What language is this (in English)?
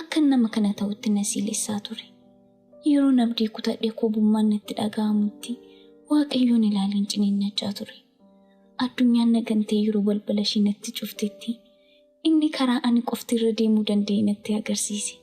Oromo